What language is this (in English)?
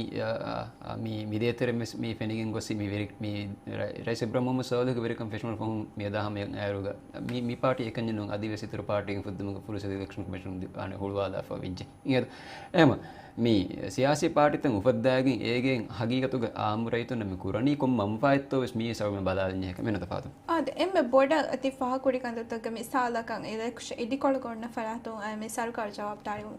Divehi